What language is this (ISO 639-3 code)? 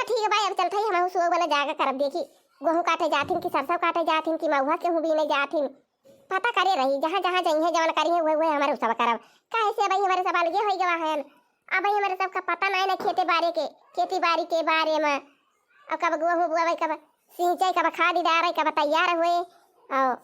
awa